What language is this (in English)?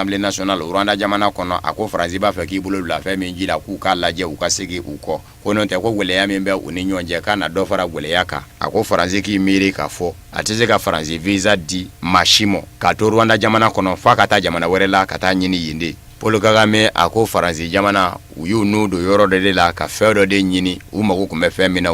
Bambara